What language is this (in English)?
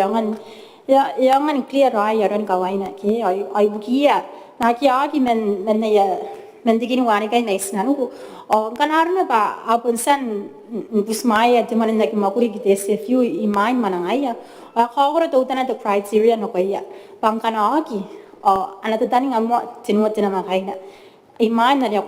Gilbertese